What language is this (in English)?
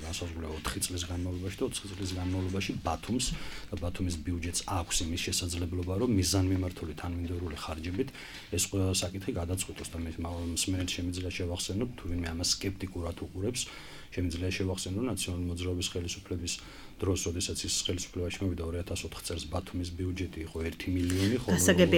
Georgian